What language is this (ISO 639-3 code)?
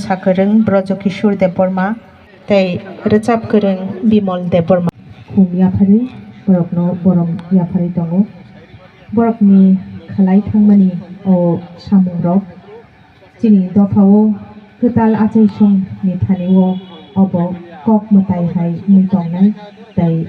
trp